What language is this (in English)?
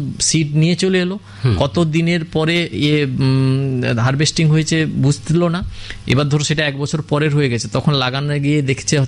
Bangla